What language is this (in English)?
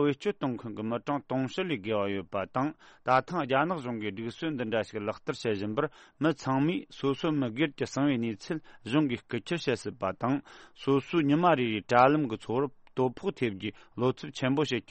Tibetan